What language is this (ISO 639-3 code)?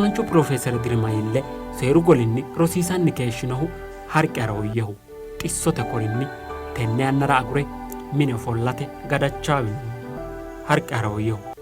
sid